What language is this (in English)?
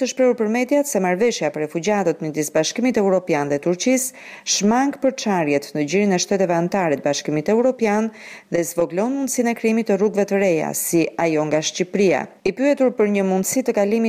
Albanian